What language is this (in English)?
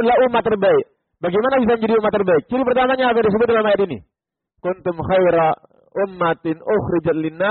Indonesian